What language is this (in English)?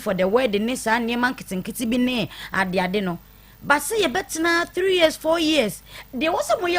Akan